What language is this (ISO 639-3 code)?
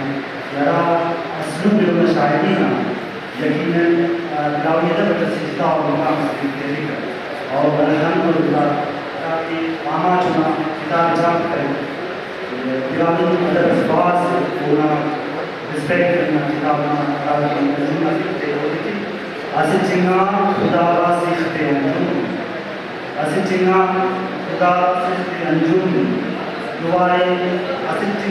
brh